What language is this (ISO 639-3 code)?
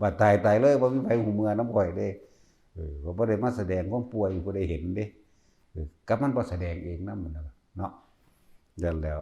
tts